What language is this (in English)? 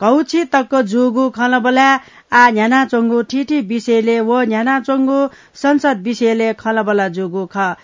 Newari